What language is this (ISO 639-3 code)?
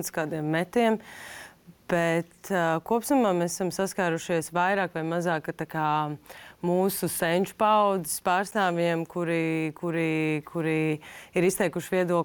lav